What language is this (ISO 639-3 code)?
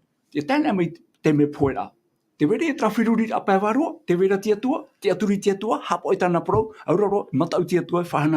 tah